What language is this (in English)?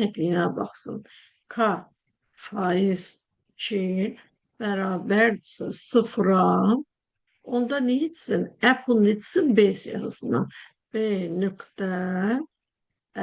Azerbaijani